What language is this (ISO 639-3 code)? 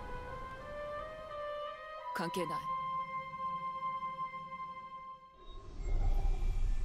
jpn